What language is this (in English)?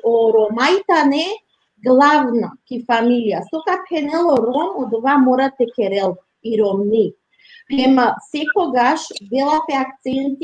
Balkan Romani